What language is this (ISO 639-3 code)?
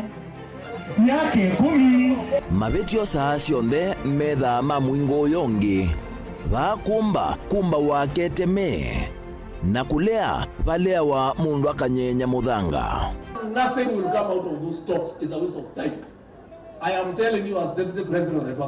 kam